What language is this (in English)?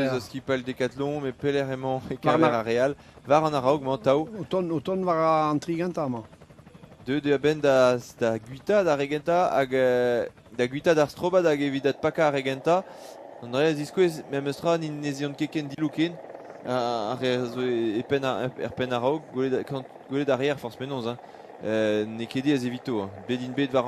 Breton